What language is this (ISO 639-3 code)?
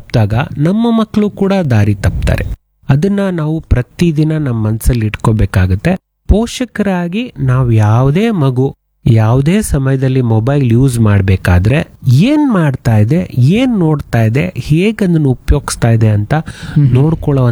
kan